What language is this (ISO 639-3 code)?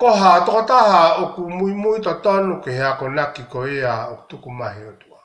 ton